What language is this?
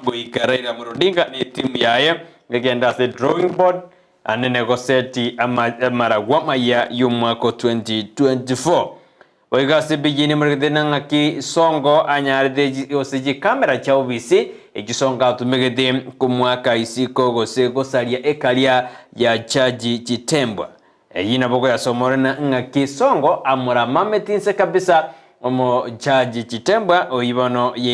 Gusii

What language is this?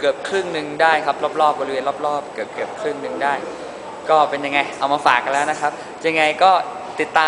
Thai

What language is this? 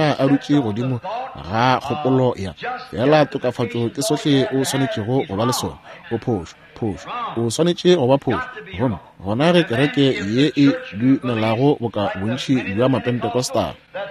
Northern Sotho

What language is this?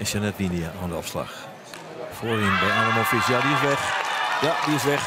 Western Frisian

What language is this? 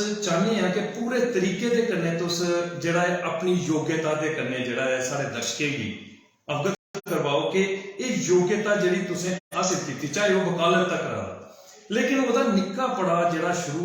Dogri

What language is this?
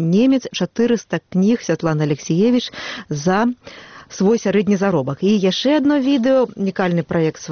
Belarusian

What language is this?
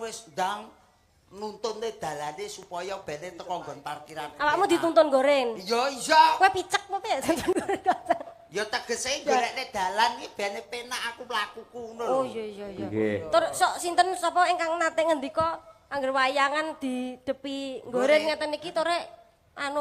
Javanese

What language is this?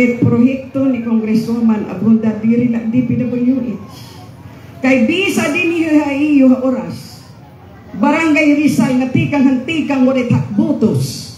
Waray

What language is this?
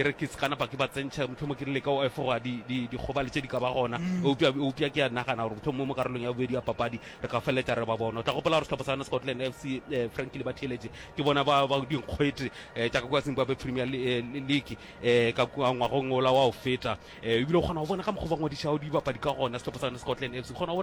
Northern Sotho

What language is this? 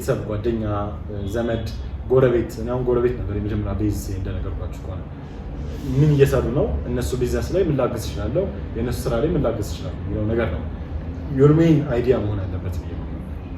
Amharic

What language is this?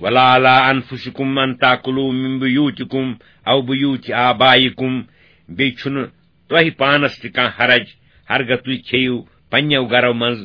Kashmiri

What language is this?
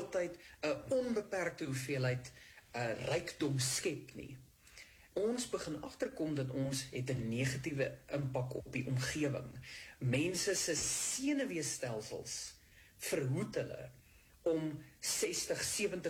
Afrikaans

